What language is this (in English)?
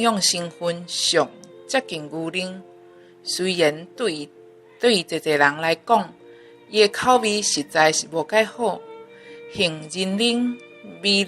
Min Nan Chinese